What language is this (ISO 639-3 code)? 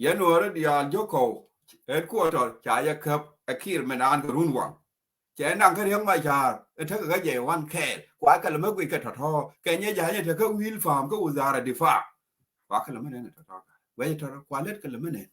nus